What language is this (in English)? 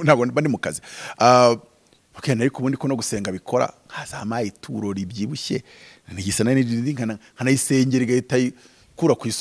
Kinyarwanda